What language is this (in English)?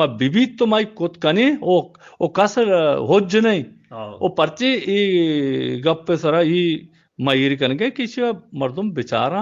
Eastern Balochi